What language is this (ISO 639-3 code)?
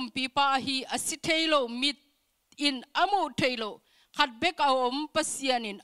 ctd